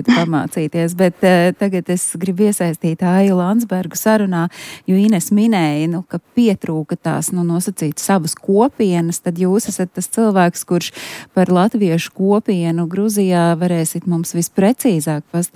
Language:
Latvian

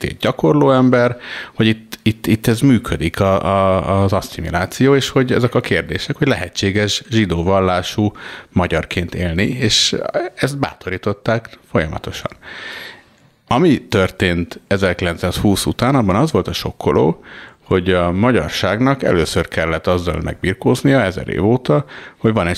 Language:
Hungarian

